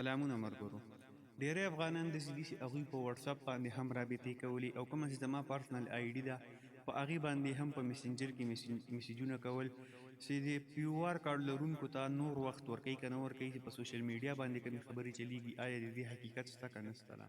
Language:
Pashto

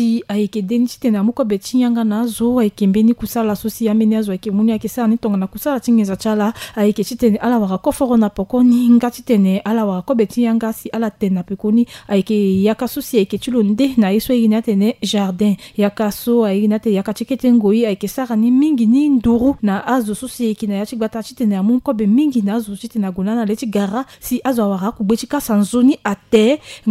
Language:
Sango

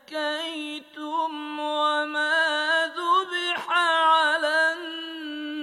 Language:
Bangla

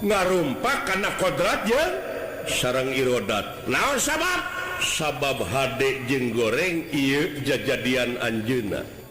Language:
Sundanese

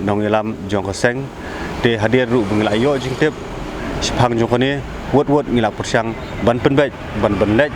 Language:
Khasi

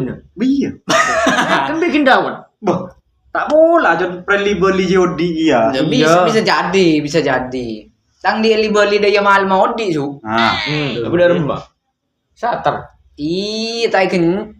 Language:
Madurese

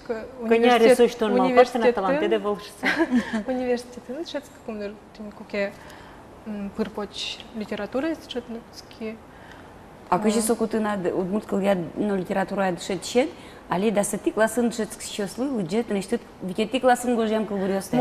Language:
Udmurt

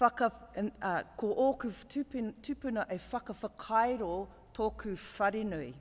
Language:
Māori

